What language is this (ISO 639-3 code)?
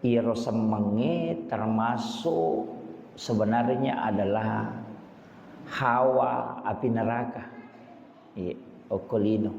bug